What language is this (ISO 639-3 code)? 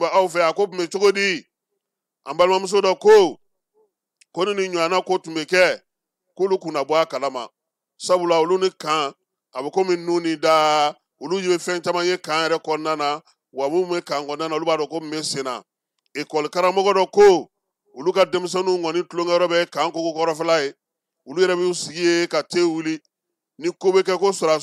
bam